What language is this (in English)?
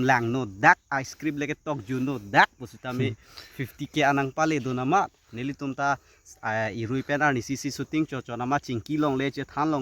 Karbi